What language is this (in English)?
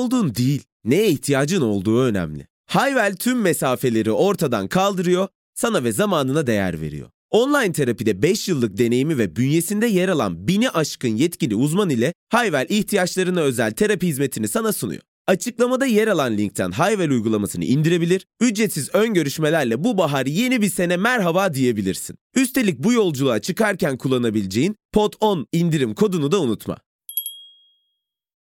Turkish